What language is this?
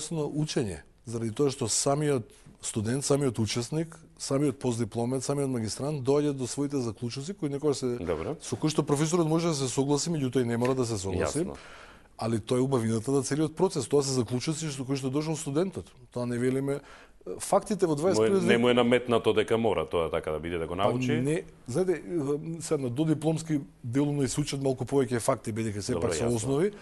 Macedonian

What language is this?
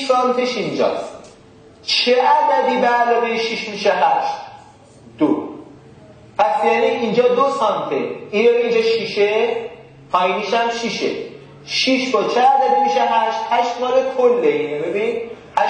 Persian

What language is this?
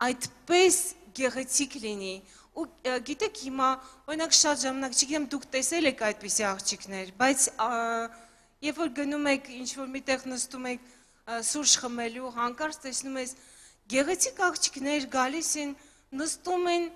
Armenian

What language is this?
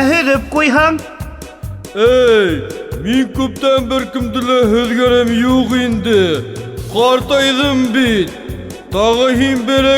Bashkir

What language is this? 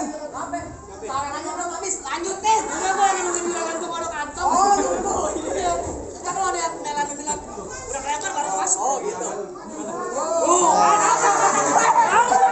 Betawi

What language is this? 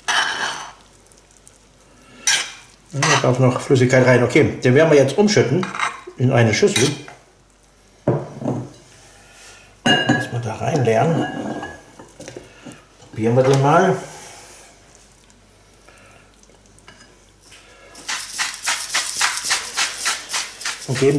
German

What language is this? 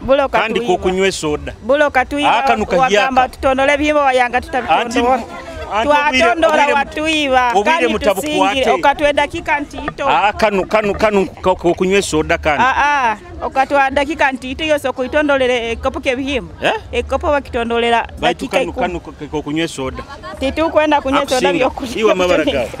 Nyoro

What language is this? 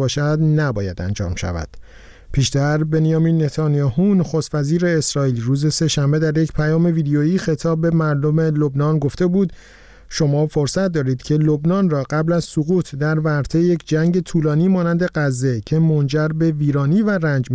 Persian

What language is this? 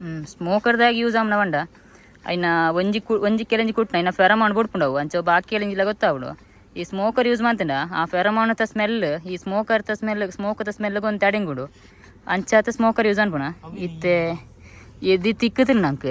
Tulu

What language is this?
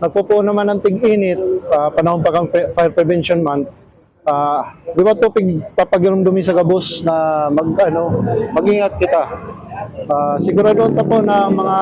Bikol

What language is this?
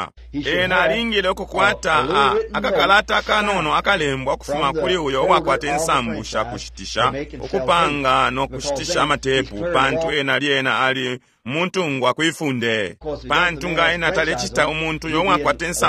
Bemba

